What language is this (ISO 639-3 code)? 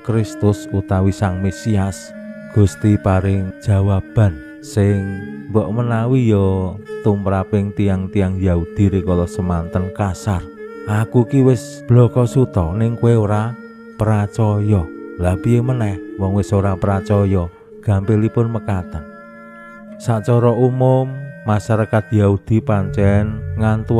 jav